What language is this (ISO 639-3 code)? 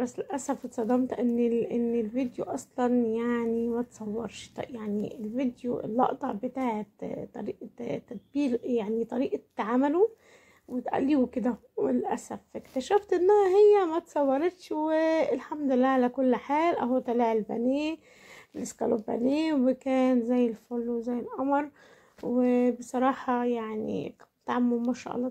arz